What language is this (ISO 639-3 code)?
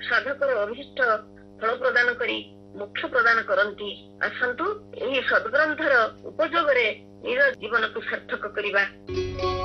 ori